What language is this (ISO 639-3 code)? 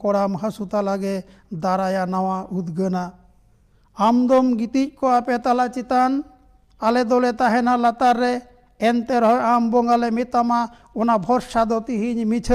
sat